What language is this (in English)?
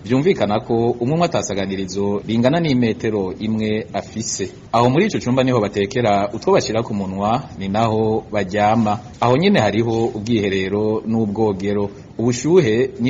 Rundi